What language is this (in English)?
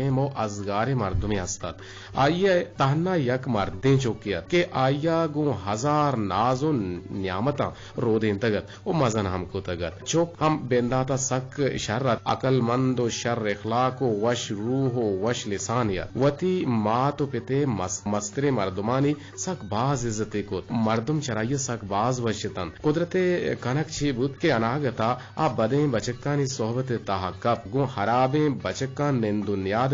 Eastern Balochi